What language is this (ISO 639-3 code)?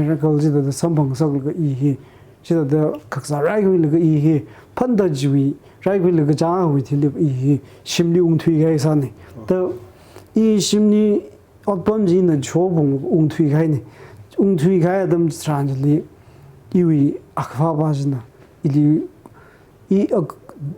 nmf